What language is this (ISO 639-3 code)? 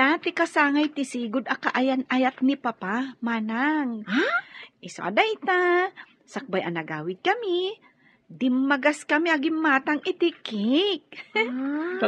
ilo